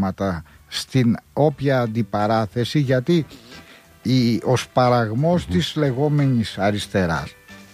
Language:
Greek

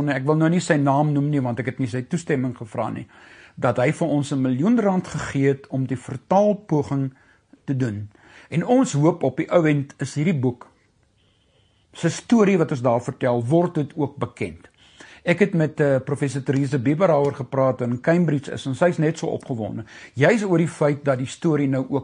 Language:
Afrikaans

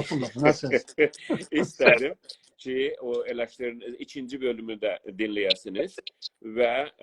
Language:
South Azerbaijani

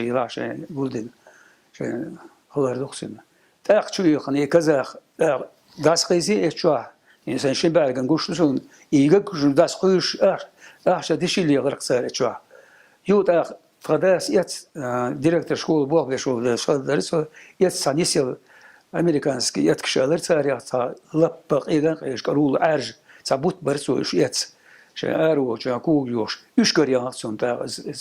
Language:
Chechen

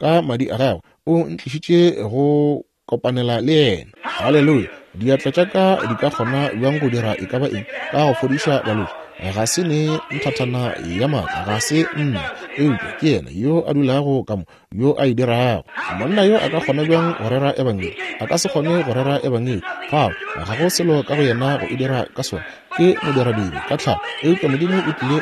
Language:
Northern Sotho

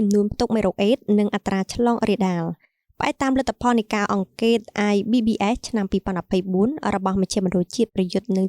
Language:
Khmer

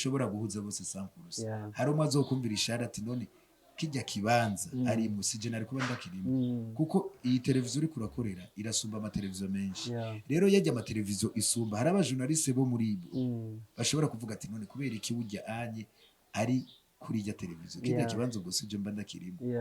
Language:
Rundi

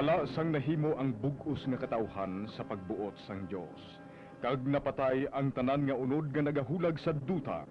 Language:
Hiligaynon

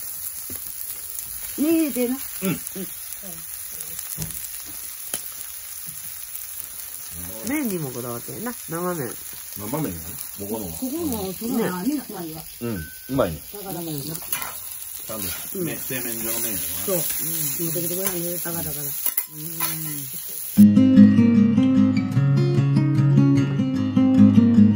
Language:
Japanese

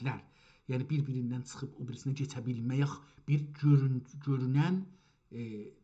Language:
South Azerbaijani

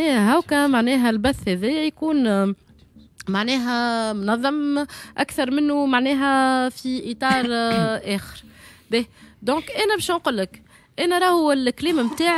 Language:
Tunisian Arabic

